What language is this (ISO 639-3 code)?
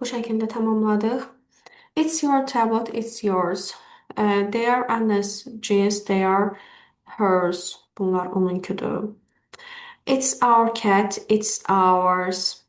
aze